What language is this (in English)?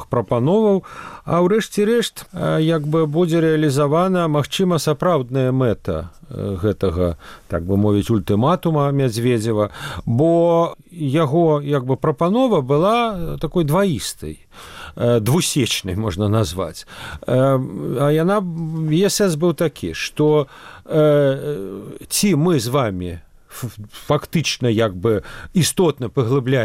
Belarusian